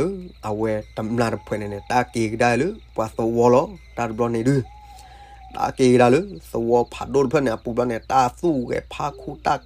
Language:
S'gaw Karen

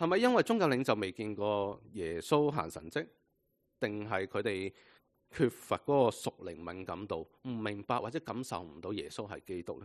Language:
Cantonese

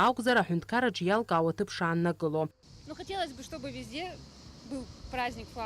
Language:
Abkhazian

